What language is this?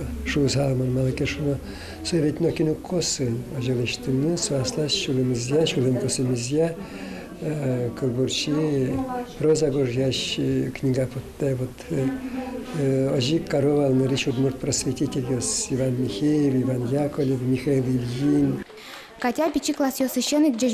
Udmurt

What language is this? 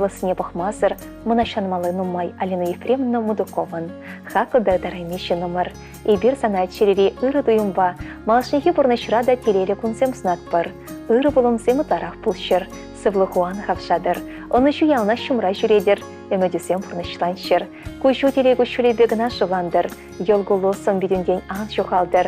Chuvash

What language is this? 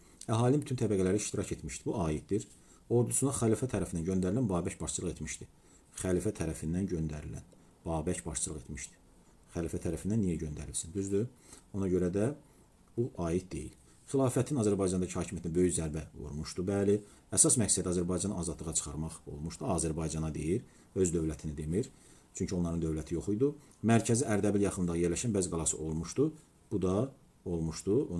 Azerbaijani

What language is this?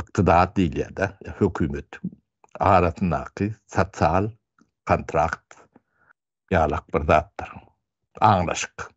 Turkmen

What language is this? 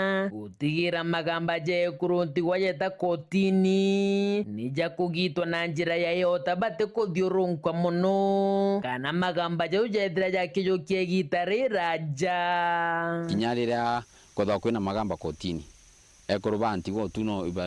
Meru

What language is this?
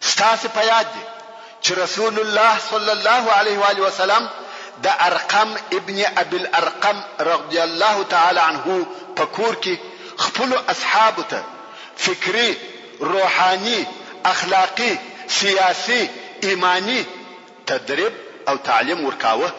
Pashto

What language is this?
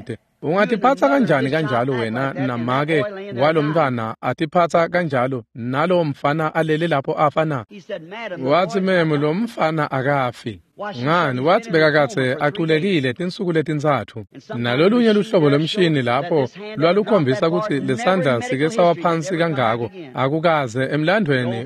Swati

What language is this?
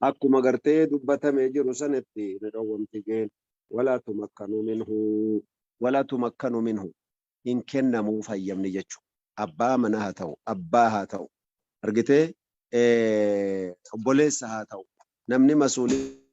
Oromo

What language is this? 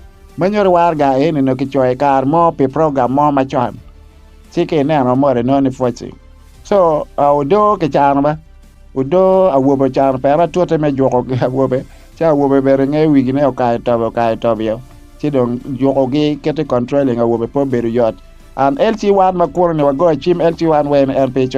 Acoli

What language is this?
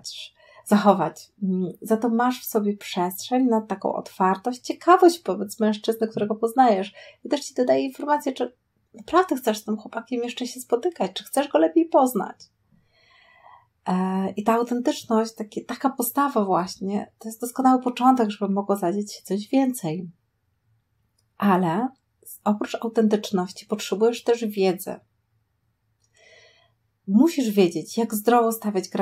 Polish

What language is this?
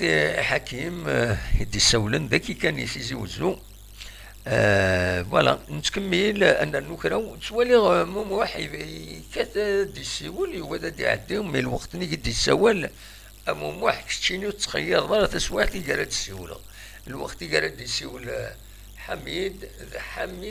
Kabyle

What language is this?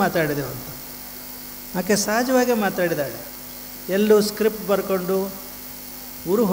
Kannada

